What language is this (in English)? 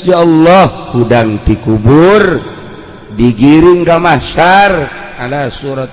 Sundanese